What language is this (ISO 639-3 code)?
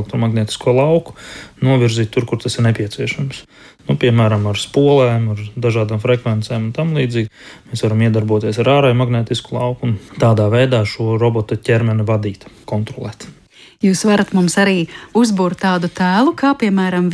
lav